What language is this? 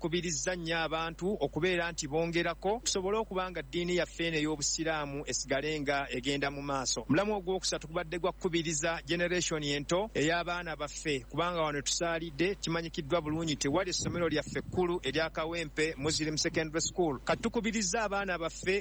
Ganda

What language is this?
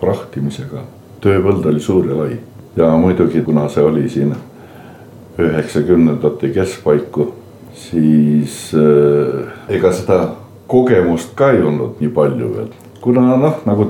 Estonian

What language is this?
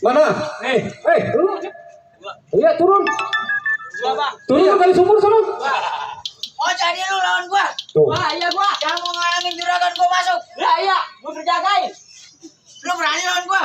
Betawi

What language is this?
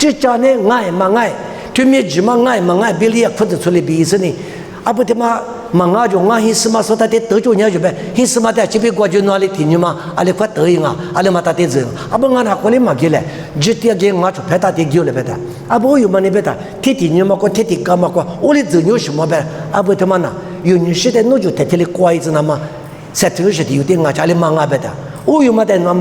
Lisu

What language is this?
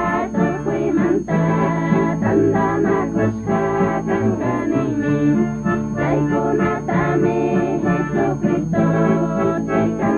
Chimborazo Highland Quichua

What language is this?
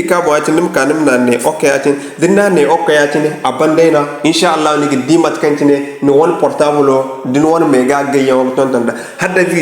Zarma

